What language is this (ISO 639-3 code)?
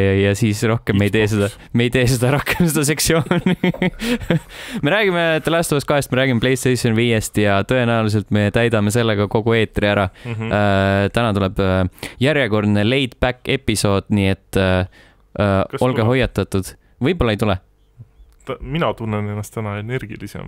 est